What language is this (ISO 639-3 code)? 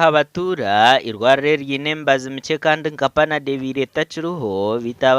nyn